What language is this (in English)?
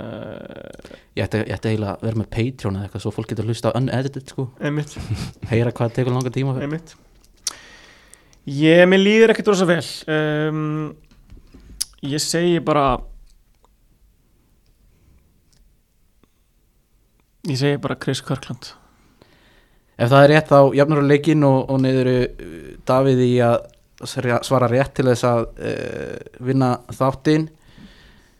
Icelandic